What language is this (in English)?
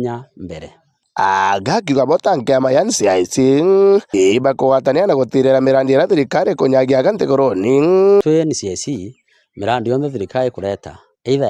Meru